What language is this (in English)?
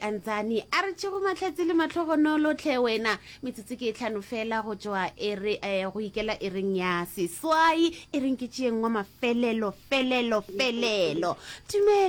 Northern Sotho